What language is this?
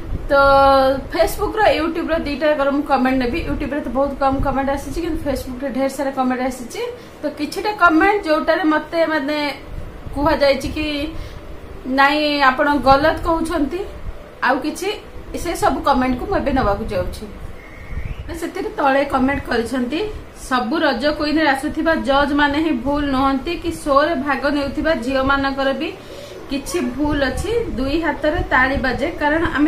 Odia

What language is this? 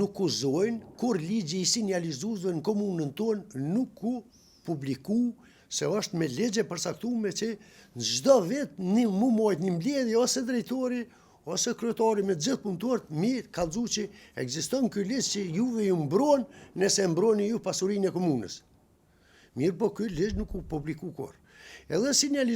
Albanian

